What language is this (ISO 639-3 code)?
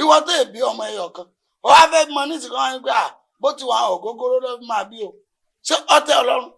yor